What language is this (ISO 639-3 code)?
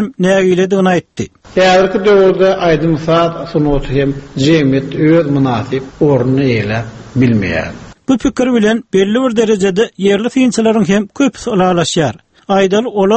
tuk